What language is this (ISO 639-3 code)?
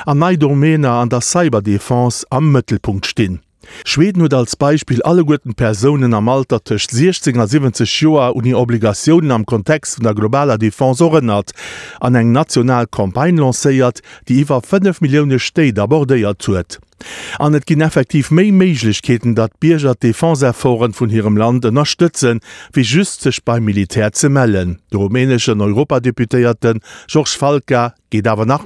ltz